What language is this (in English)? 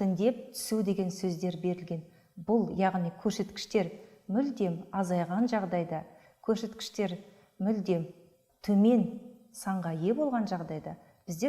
Kazakh